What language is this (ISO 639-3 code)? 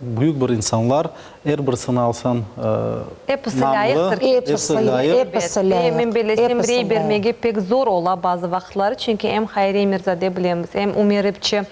crh